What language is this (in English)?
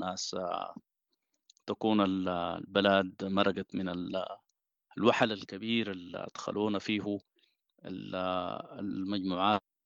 Sudanese Arabic